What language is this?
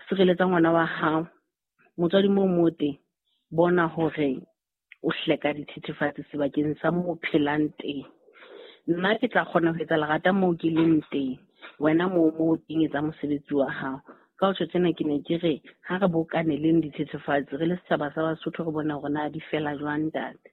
Southern Sotho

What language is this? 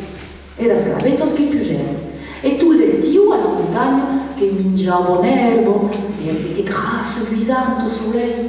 Occitan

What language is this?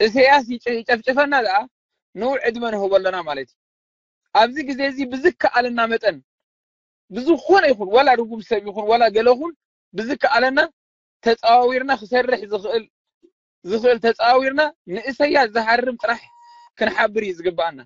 Tigrinya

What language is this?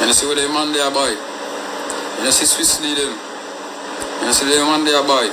Jamaican Creole English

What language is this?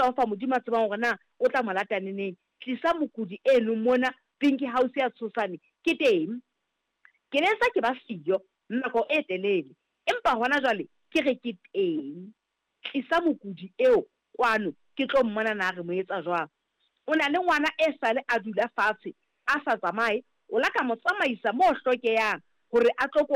Southern Sotho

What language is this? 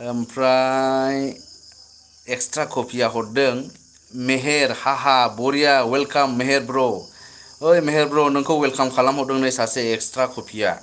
Bodo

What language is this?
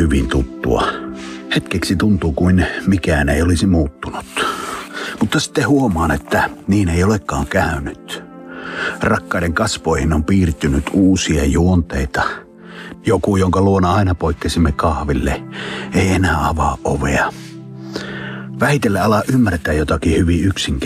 Finnish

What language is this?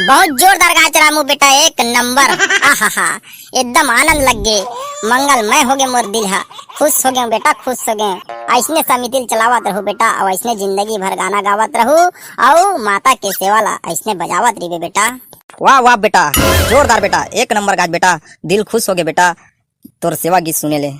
Chhattisgarhi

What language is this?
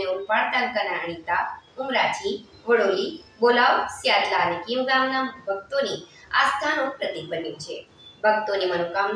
Gujarati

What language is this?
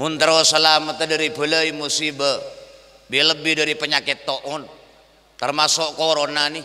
Madurese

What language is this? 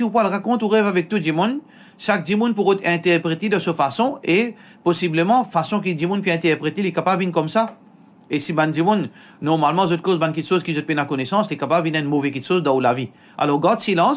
Morisyen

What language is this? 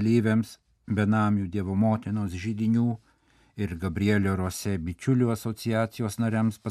Lithuanian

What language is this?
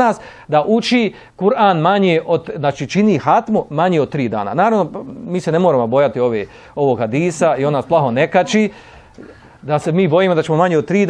Bosnian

